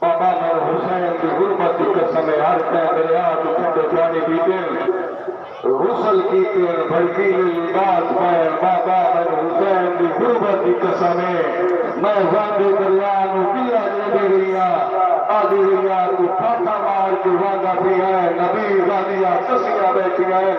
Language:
Saraiki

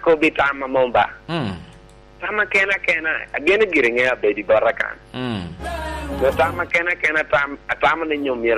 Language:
Lango (Uganda)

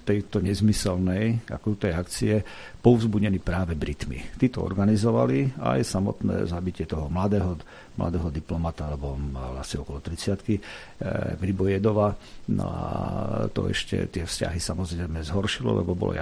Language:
Slovak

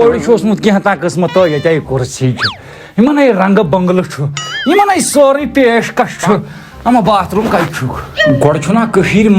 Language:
Kashmiri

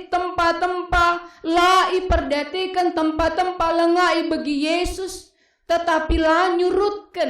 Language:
Batak Karo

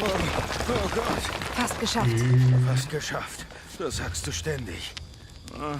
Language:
Swiss German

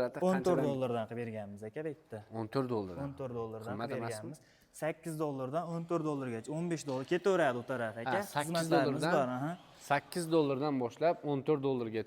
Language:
Uzbek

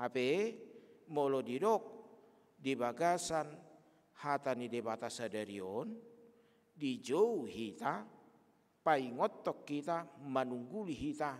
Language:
Batak Toba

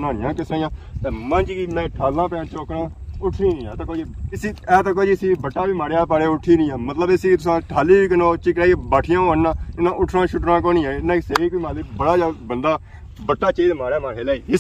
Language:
Pahari-Potwari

